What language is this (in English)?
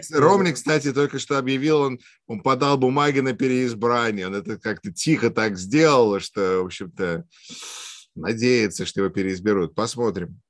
Russian